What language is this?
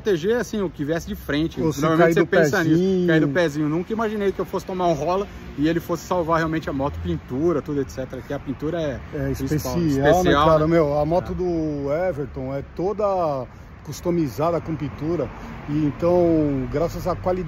Portuguese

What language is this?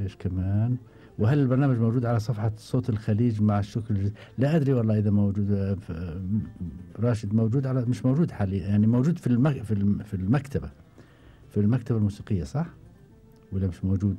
Gulf Arabic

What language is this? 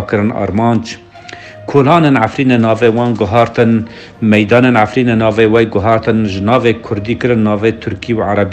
Kurdish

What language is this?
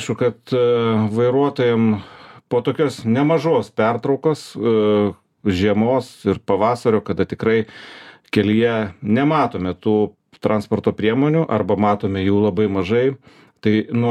Lithuanian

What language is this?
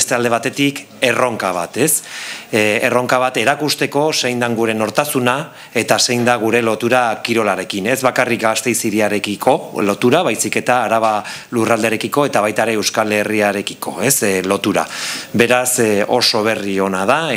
Basque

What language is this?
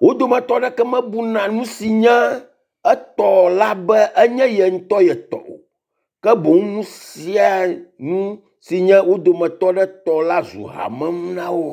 Ewe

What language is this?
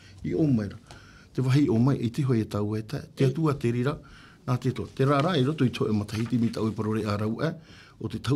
Tahitian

